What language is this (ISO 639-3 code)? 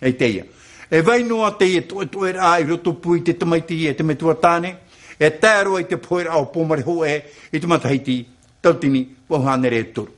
tah